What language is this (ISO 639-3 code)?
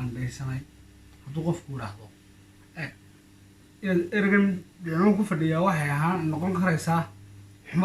som